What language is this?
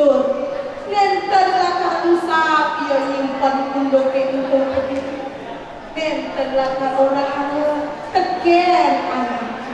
Balinese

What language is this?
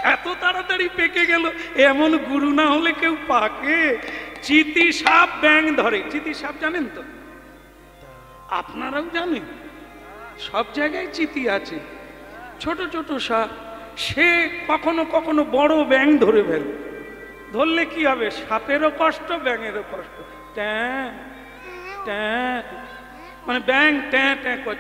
Bangla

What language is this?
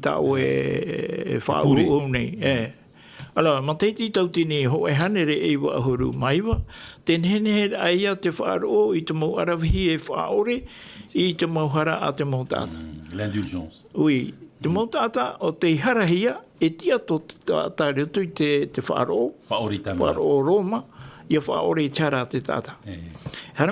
Tahitian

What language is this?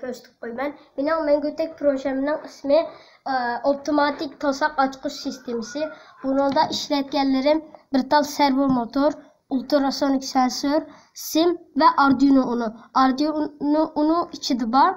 Uyghur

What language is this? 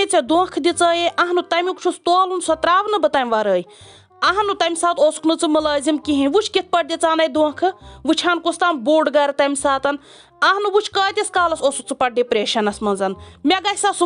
Kashmiri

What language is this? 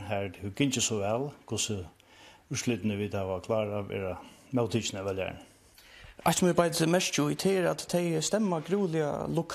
Faroese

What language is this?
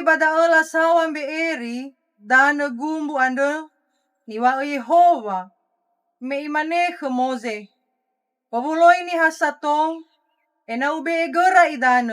Nias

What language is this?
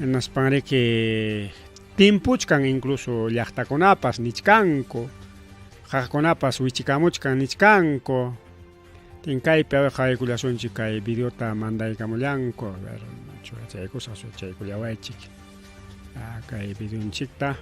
Ayacucho Quechua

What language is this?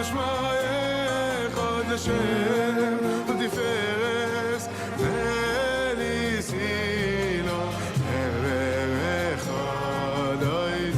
Yiddish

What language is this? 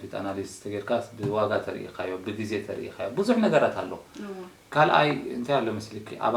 Tigrinya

